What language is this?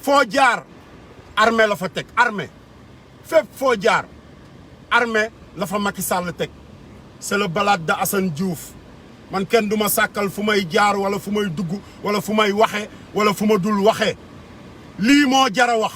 Wolof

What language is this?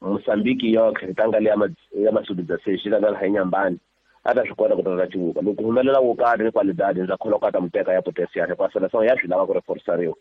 Tsonga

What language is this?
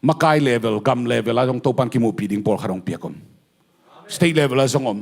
Tedim Chin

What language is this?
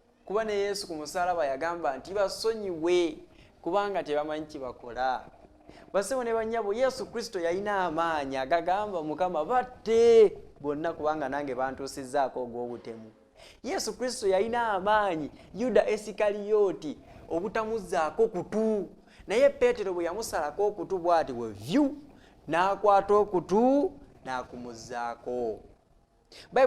Ganda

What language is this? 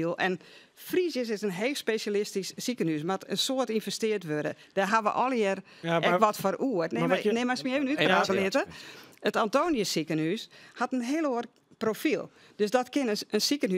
Western Frisian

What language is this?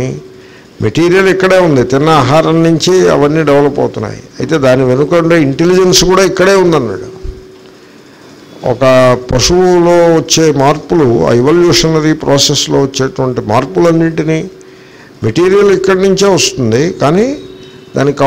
Telugu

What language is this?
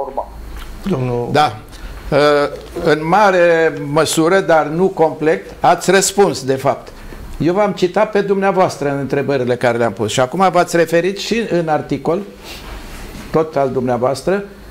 Romanian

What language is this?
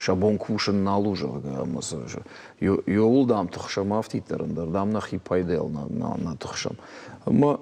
Ossetic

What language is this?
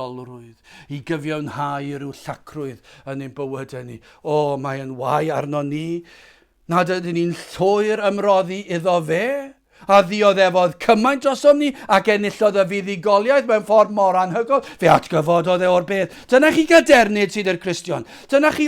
Welsh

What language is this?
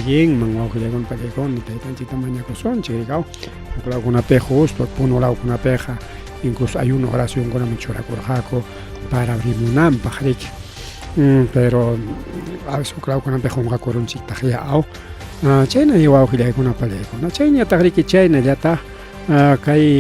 Ayacucho Quechua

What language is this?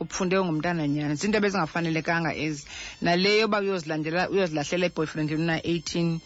Xhosa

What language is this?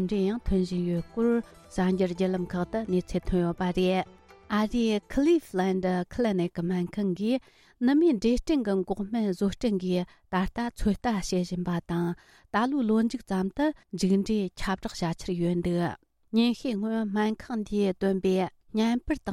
Tibetan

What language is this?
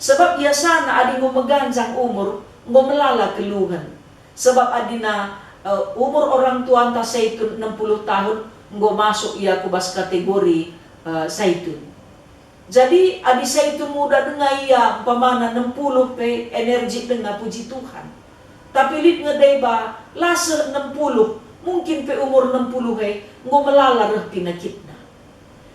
Batak Karo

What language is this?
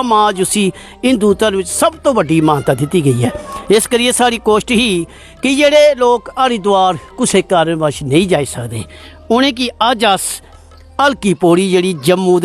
Dogri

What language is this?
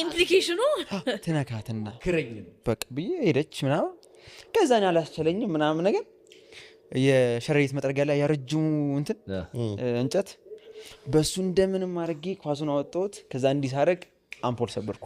Amharic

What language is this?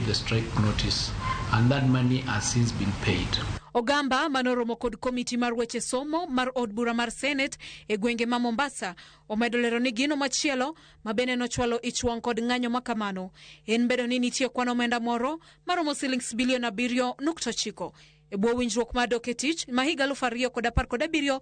Luo (Kenya and Tanzania)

